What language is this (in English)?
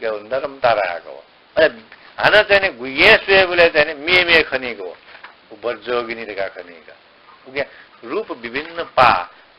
Newari